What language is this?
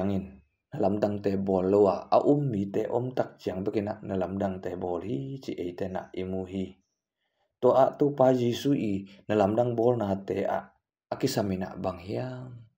Tedim Chin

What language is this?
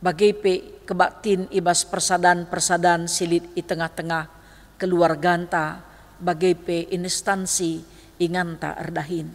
Batak Karo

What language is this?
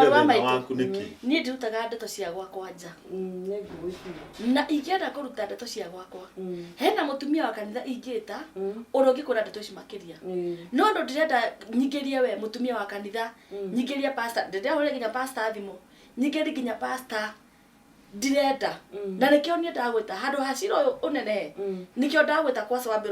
Kikuyu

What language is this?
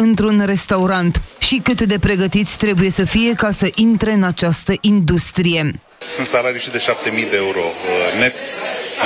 Romanian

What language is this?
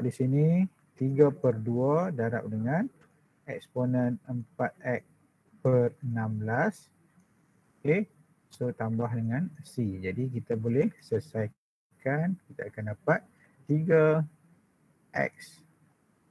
Malay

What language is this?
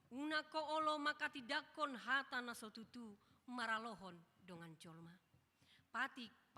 Batak Toba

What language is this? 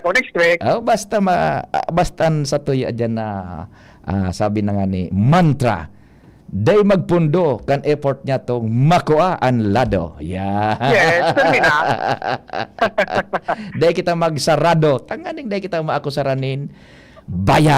Bikol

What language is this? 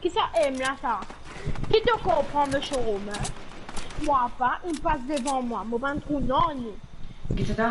Morisyen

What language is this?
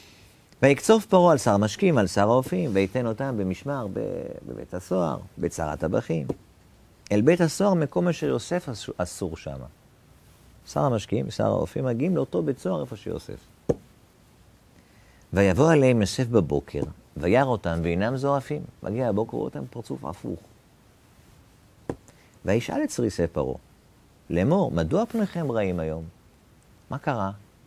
Hebrew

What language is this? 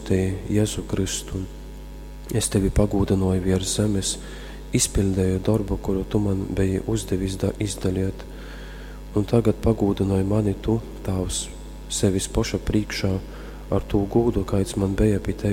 Latgalian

